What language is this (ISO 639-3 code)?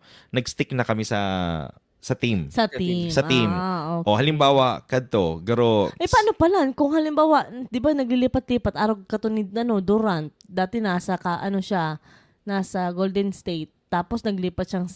bik